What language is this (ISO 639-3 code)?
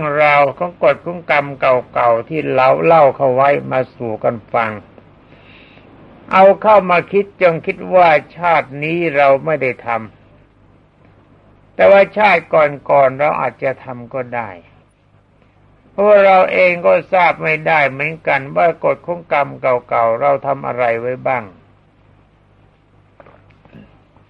tha